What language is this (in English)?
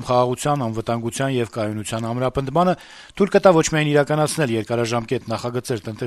Armenian